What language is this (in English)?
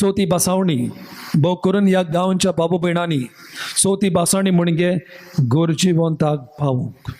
Konkani